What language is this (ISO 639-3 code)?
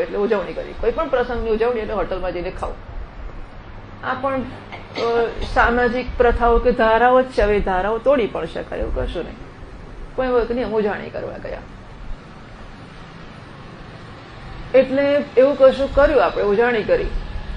guj